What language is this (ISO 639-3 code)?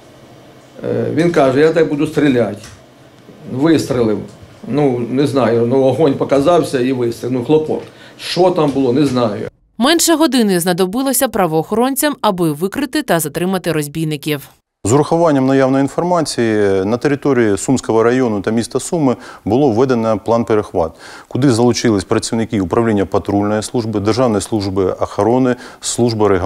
ukr